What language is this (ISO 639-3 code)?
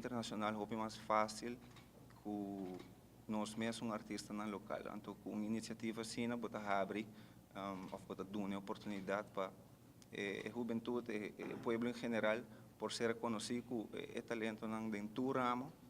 pap